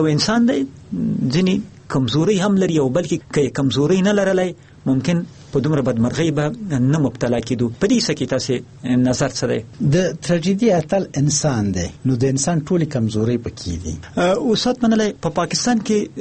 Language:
Pashto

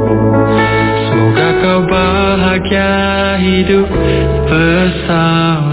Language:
Indonesian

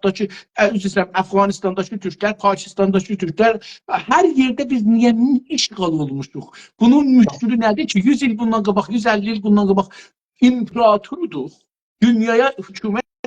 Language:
South Azerbaijani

